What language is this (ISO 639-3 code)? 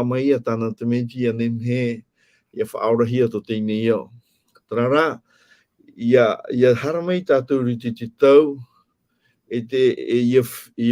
tah